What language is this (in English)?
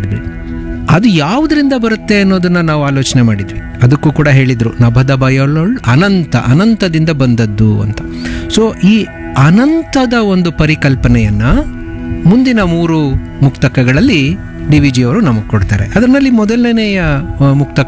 Kannada